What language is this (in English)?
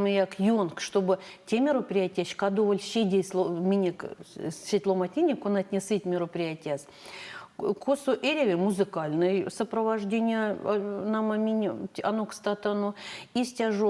Erzya